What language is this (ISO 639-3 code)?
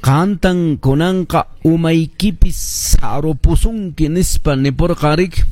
que